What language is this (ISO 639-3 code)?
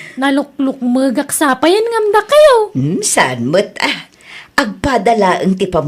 ilo